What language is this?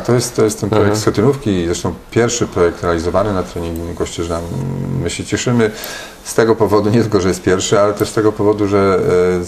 Polish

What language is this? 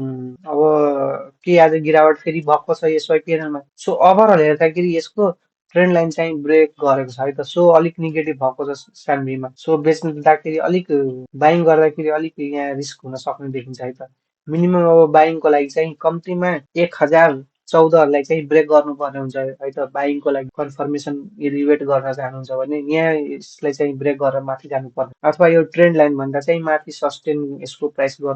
Nepali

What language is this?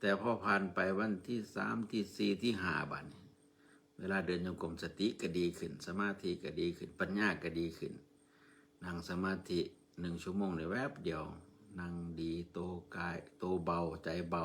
Northeastern Thai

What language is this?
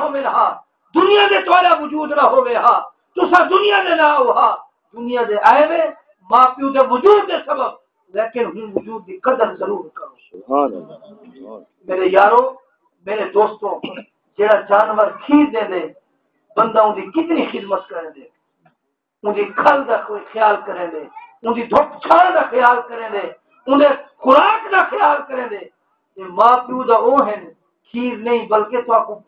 Saraiki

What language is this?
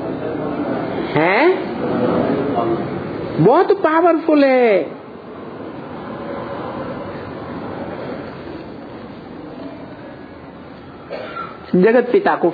Hindi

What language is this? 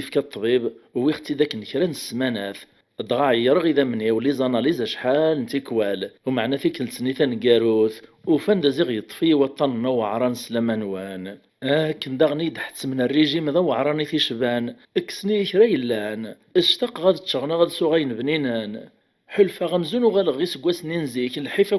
Kabyle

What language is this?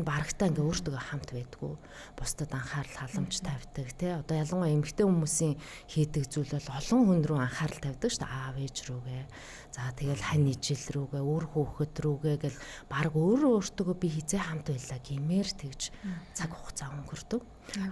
Mongolian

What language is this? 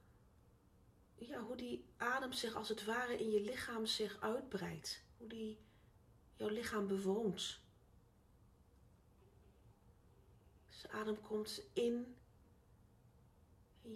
Dutch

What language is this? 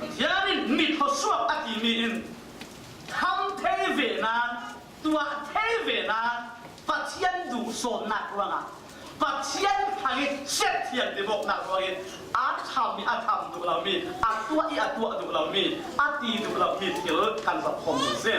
Falam Chin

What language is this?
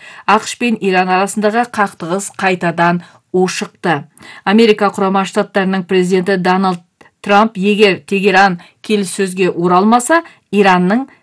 Kazakh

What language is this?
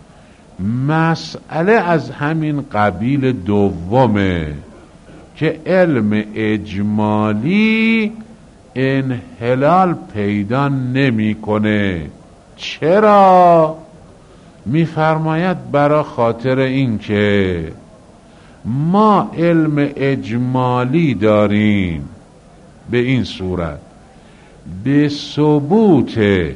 Persian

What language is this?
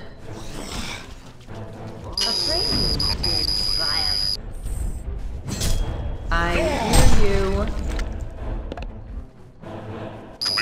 English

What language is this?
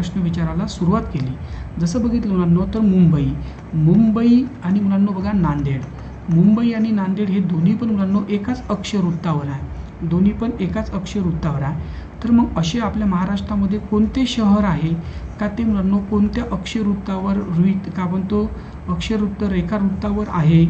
Marathi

